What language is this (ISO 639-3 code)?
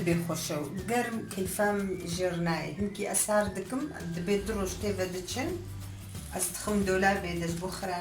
kur